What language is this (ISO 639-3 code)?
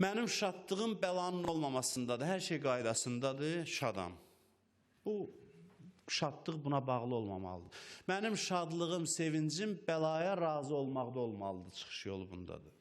aze